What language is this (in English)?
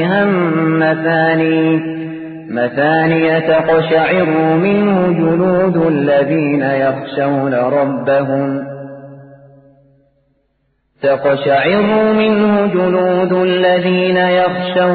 Arabic